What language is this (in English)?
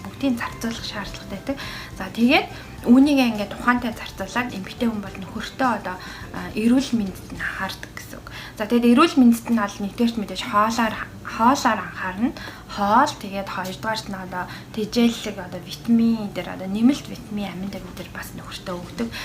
Mongolian